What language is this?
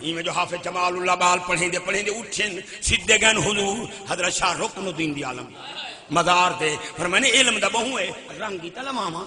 Saraiki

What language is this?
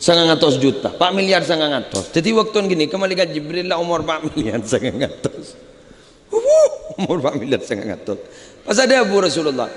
Madurese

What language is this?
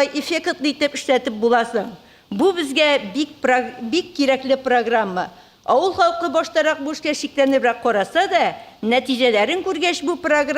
Tatar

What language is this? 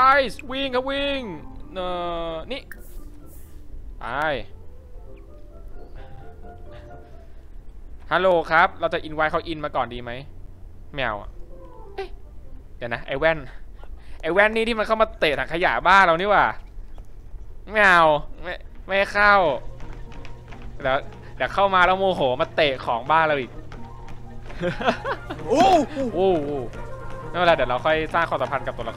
Thai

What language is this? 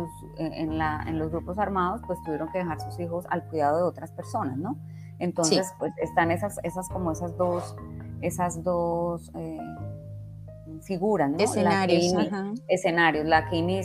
Spanish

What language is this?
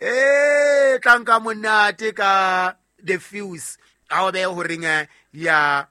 Southern Sotho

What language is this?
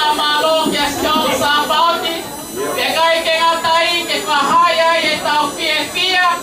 Tongan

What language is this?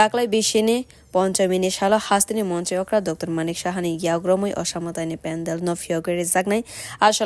Kok Borok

